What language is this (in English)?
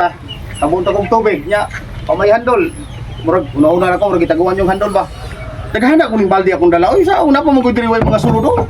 Cebuano